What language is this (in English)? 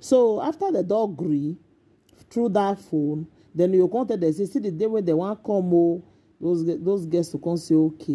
Nigerian Pidgin